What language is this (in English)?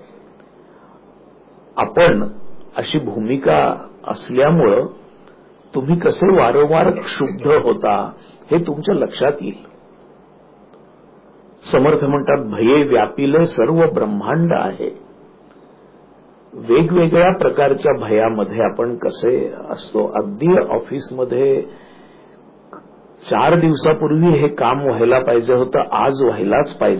Marathi